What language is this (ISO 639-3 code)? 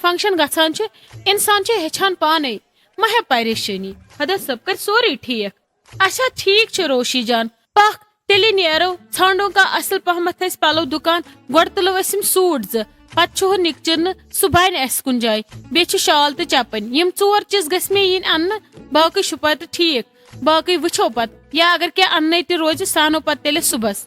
kas